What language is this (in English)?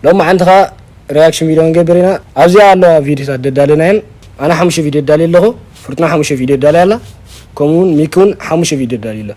Tigrinya